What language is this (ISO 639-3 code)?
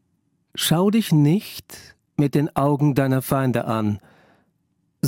deu